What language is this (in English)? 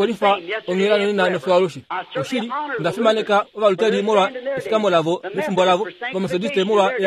Kuanyama